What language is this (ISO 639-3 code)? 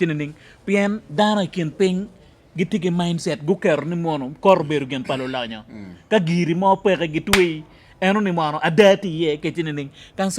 ach